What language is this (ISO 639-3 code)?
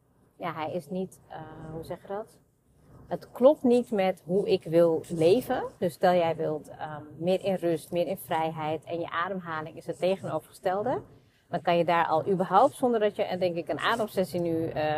nld